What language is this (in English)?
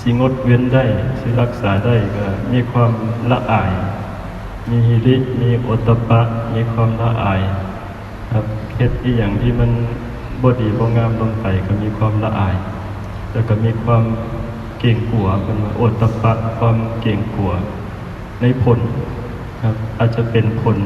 Northeastern Thai